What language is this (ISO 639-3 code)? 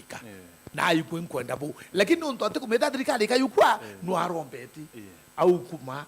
mer